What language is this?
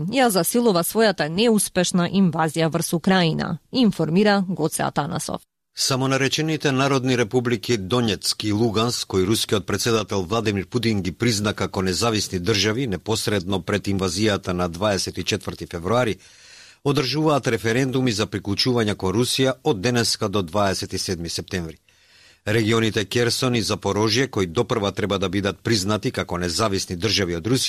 Macedonian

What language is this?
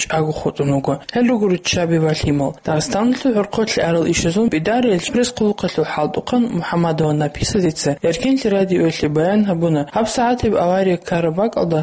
Avaric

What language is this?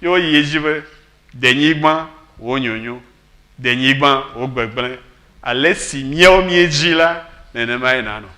Ewe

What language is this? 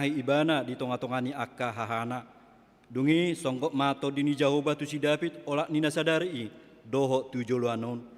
Batak Toba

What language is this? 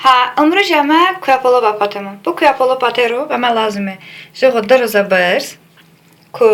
Talysh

